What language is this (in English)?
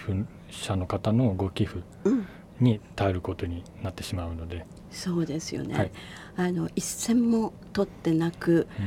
Japanese